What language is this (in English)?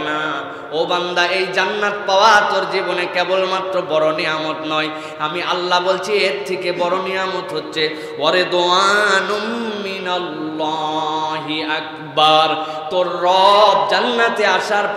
Bangla